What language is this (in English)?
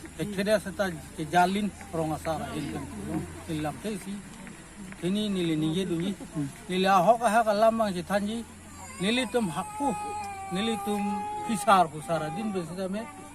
Karbi